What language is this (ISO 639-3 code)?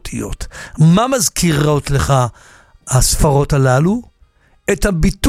heb